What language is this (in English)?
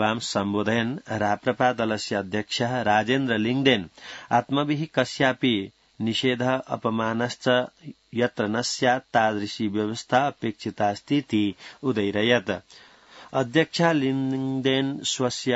Sanskrit